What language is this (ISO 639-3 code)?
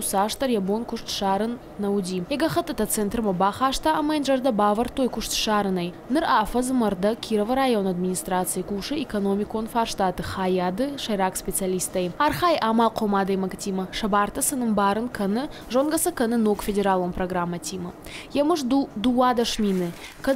oss